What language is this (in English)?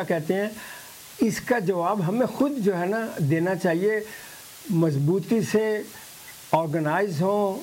Urdu